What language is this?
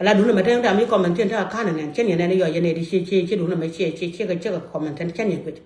Nuer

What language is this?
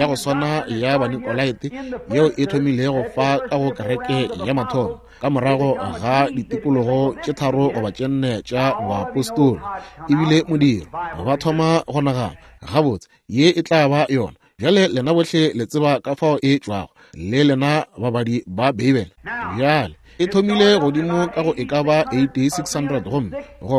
Northern Sotho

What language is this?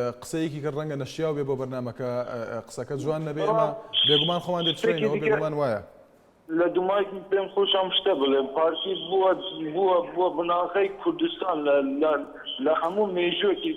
Central Kurdish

